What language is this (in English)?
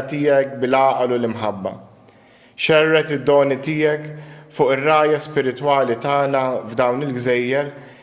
Maltese